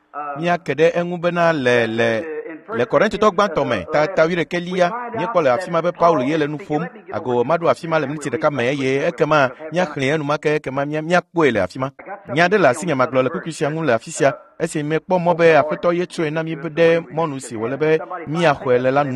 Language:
Ewe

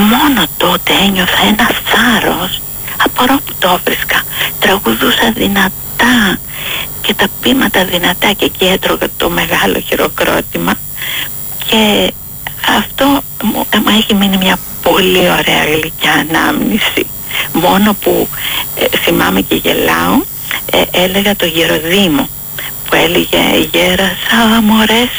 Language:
Greek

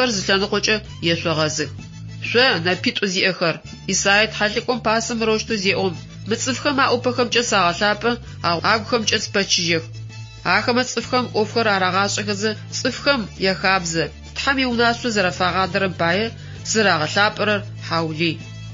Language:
Adyghe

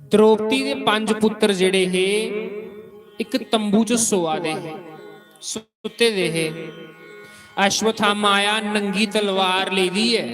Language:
Dogri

